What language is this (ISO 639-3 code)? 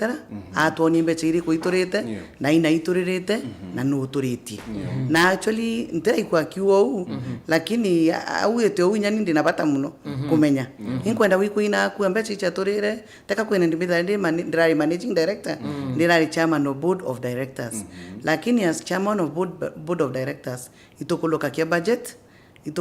mer